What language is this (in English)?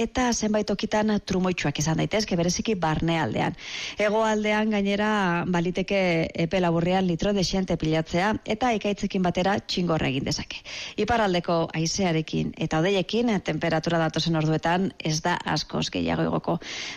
Basque